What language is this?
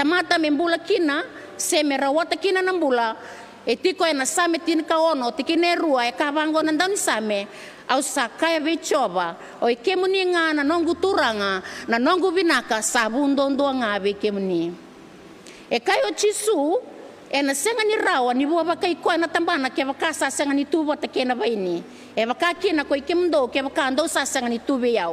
Fijian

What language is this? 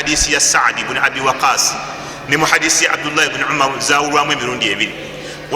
Ganda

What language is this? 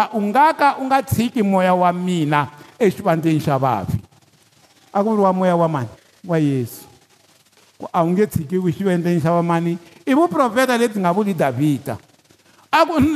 Tsonga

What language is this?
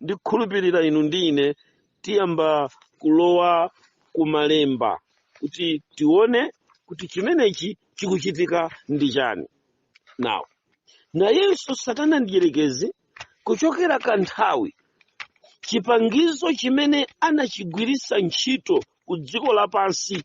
Nyanja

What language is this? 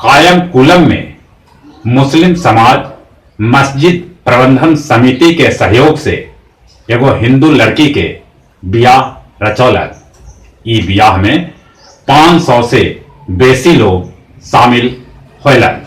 Magahi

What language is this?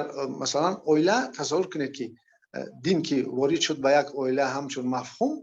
Persian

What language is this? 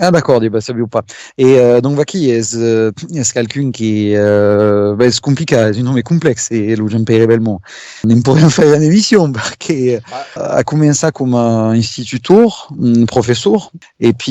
Occitan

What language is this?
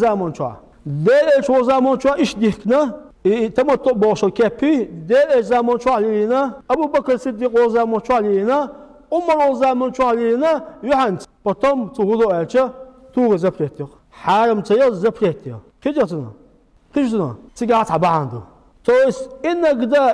Chechen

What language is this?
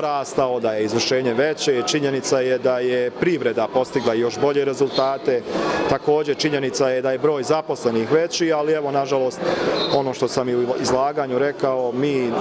Bosnian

